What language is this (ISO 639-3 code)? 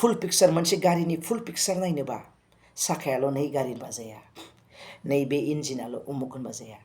brx